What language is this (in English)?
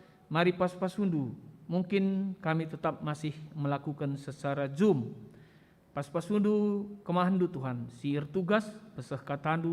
Batak Karo